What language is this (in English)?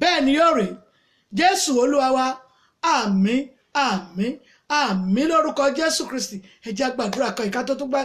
Yoruba